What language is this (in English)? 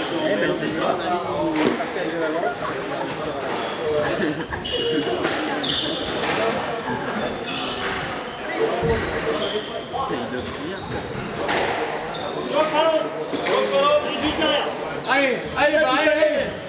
French